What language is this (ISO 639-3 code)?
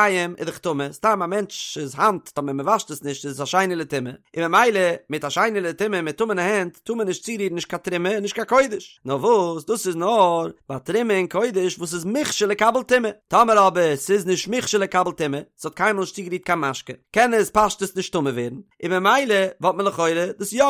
yid